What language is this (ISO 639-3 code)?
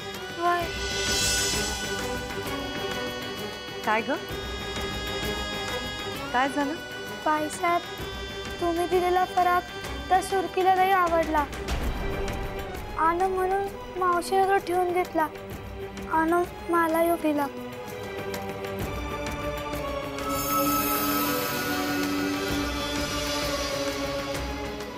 mar